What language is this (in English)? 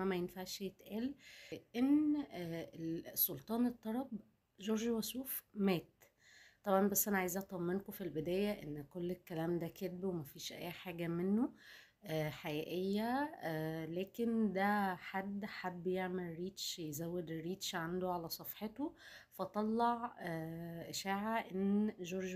Egyptian Arabic